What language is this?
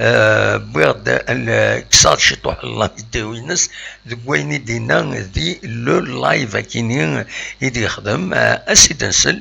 Kabyle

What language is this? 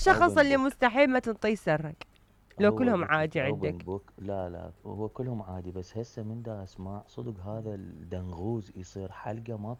Mesopotamian Arabic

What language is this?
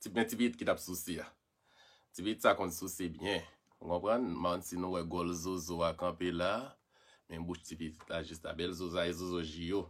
Haitian Creole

